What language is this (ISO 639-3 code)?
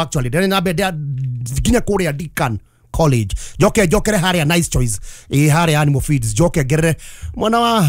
kik